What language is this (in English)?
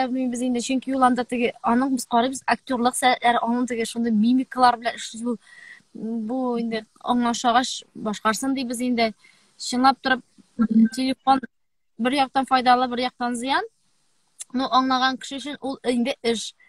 Tatar